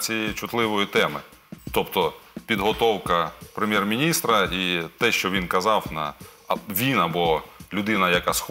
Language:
Ukrainian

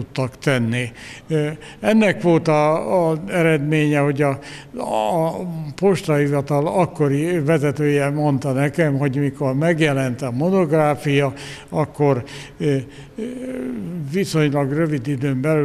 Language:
Hungarian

